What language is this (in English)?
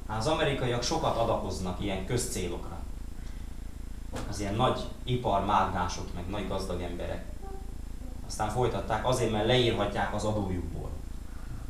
Hungarian